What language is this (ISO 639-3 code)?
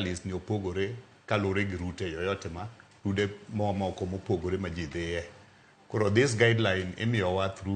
luo